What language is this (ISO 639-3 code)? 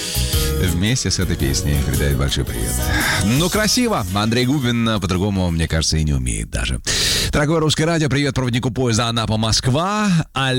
rus